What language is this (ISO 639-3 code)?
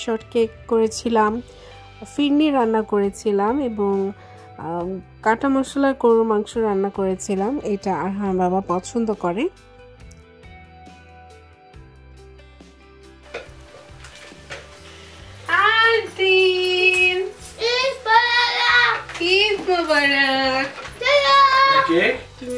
ben